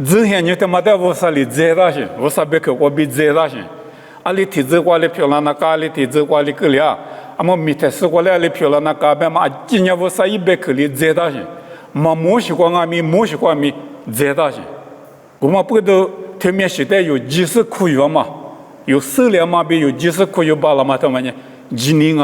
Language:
Lisu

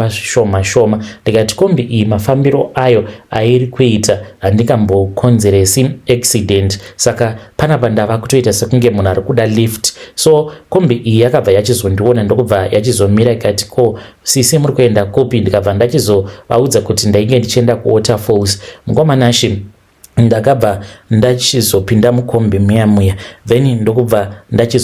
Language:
Shona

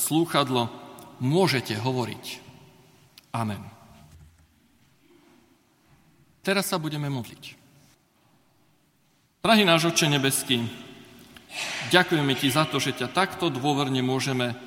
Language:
Slovak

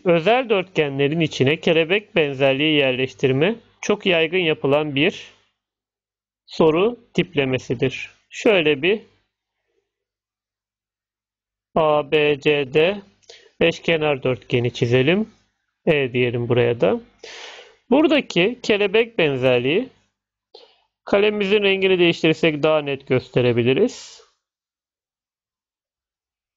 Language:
Turkish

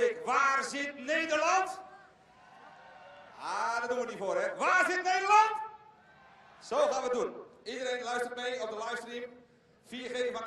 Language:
Dutch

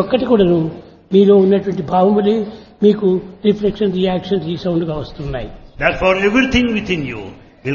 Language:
Telugu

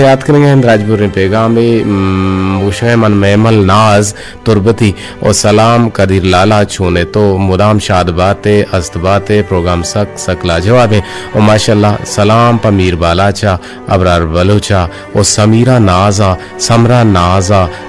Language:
Eastern Balochi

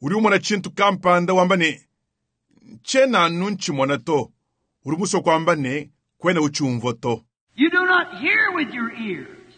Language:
Luba-Lulua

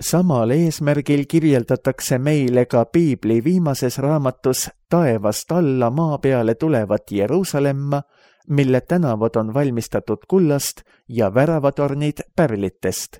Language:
Estonian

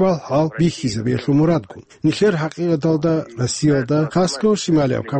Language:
Avaric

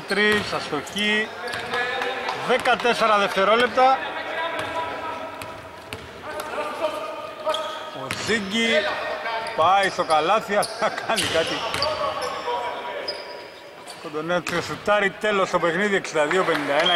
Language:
Greek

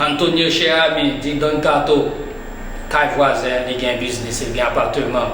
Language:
Haitian Creole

